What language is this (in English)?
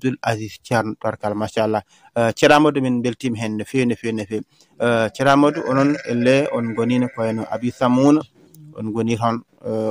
Fula